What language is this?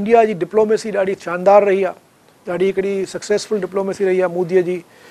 Sindhi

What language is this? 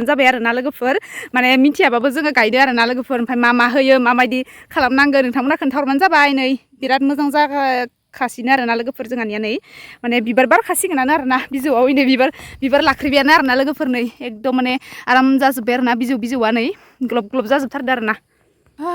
Bodo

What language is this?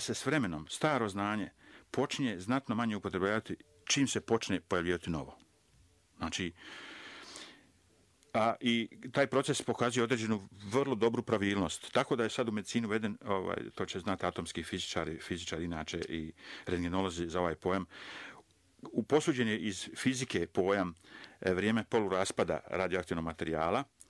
Croatian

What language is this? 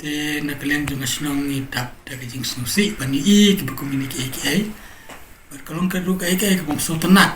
Khasi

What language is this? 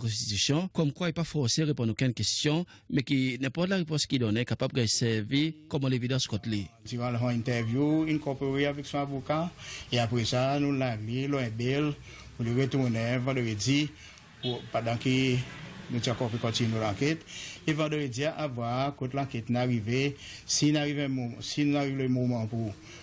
Seselwa Creole French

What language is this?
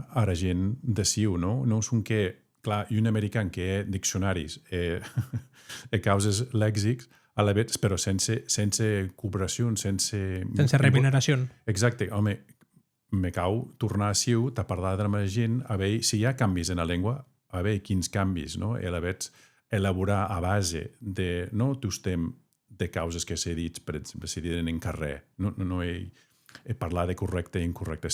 Occitan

